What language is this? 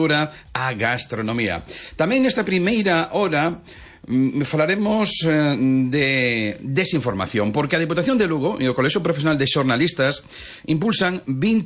Galician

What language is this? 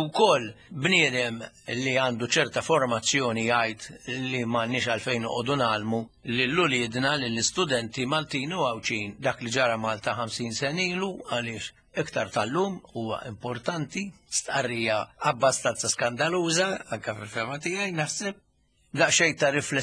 Maltese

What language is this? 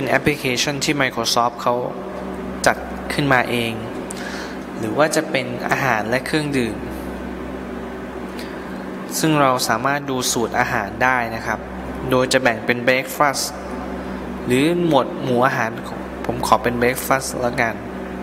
Thai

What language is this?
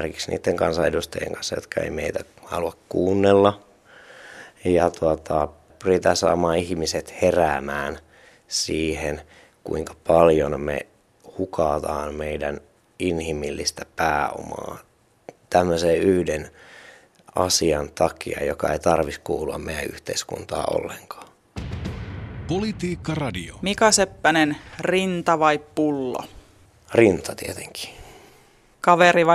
Finnish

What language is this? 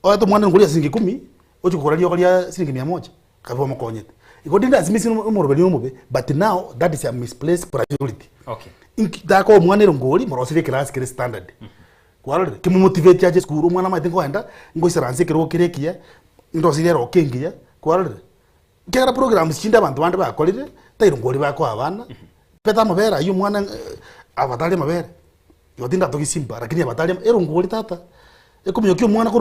Gusii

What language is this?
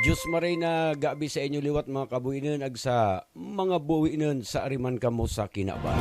Buhi'non Bikol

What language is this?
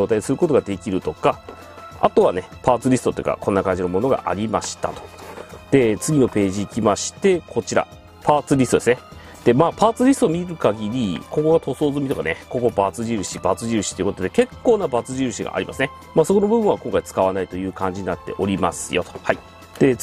Japanese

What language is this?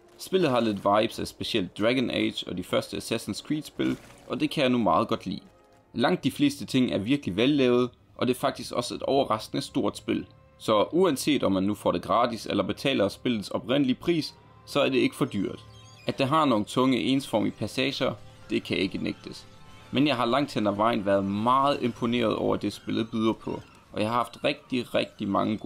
Danish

